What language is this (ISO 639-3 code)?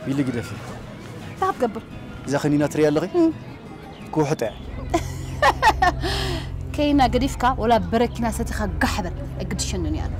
tir